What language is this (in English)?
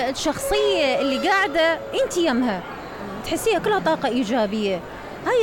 Mesopotamian Arabic